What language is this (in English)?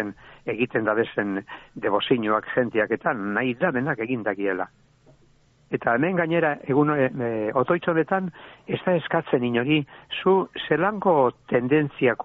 Basque